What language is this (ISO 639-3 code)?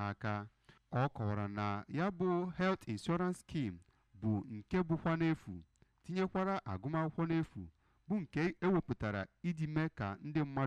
ibo